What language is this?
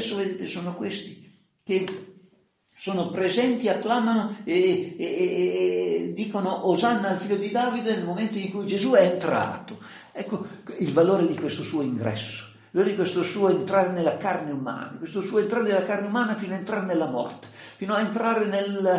Italian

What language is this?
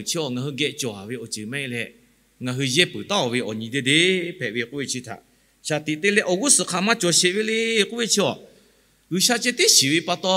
Lahu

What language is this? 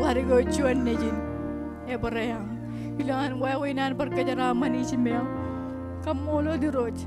Marshallese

